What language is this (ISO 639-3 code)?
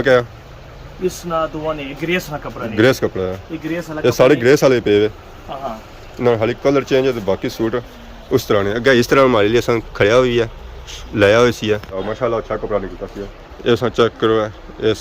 phr